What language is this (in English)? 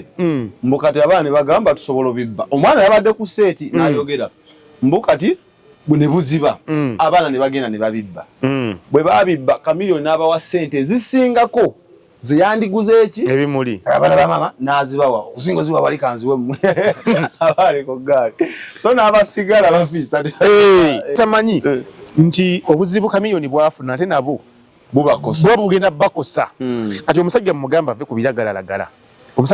Ganda